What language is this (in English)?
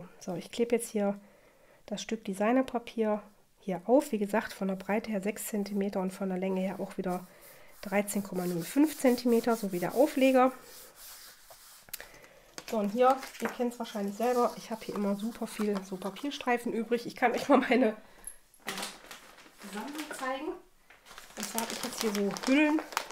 German